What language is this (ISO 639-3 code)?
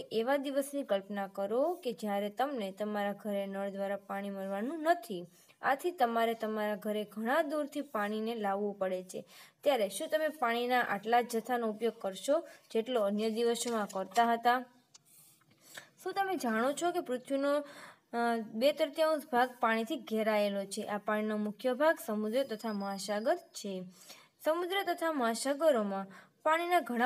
guj